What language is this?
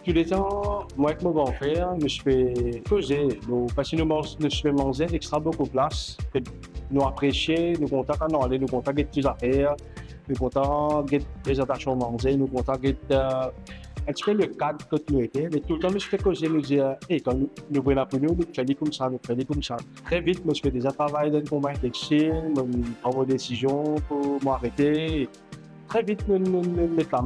Morisyen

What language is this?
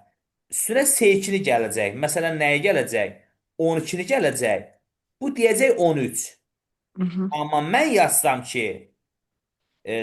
Azerbaijani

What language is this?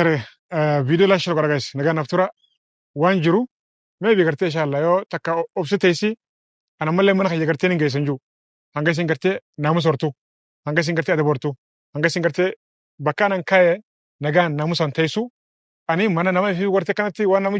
Oromo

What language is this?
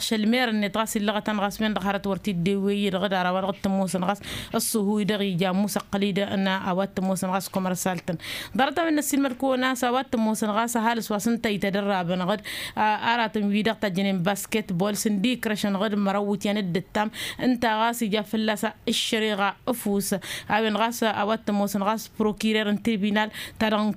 Tamasheq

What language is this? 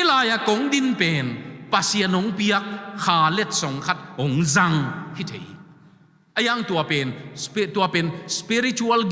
Tedim Chin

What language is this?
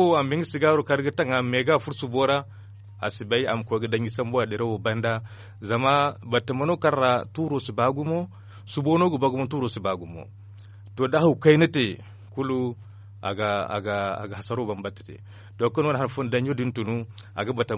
Zarma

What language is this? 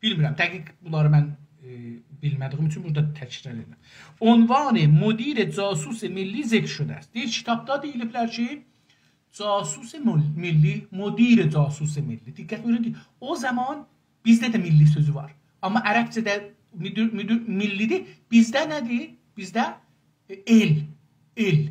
South Azerbaijani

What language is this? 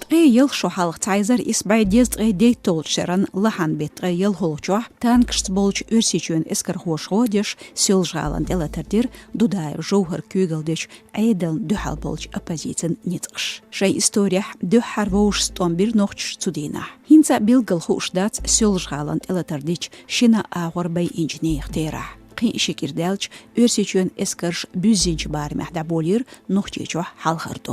Chechen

